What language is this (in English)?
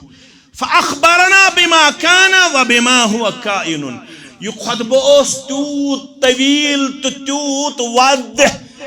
Kashmiri